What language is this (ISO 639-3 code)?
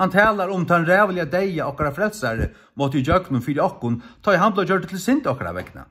fao